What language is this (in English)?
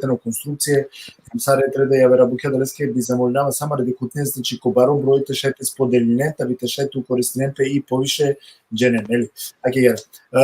Balkan Romani